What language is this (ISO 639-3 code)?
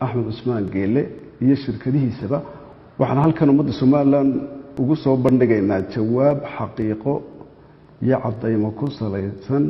som